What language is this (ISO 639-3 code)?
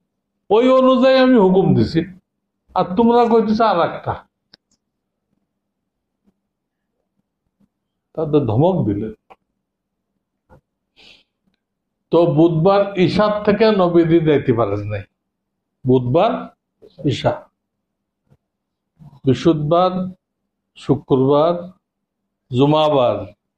ben